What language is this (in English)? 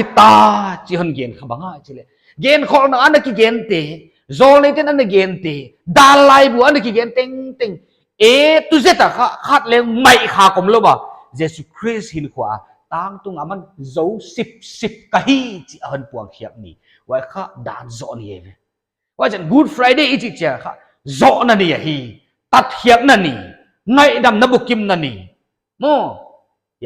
Paite Chin